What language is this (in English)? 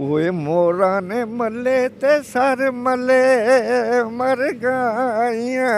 Dogri